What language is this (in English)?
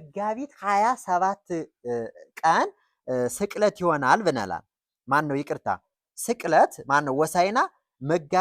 Amharic